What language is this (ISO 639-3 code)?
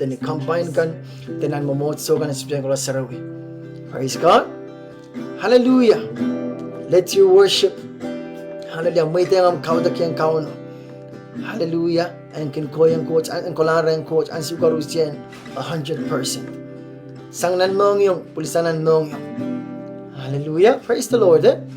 pon